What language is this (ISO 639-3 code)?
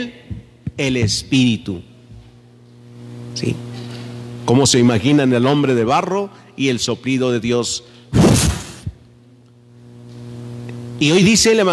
spa